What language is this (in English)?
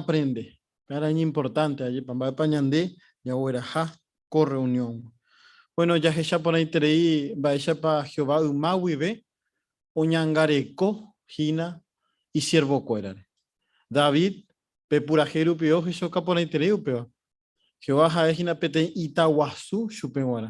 Guarani